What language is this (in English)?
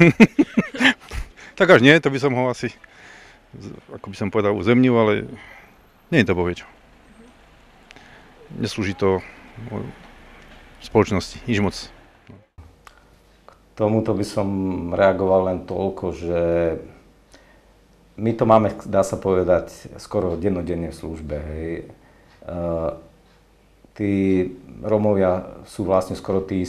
Slovak